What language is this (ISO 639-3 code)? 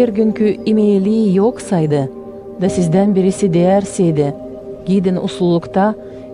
gag